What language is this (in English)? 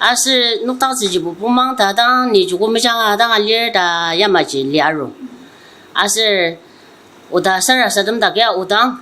Ao Naga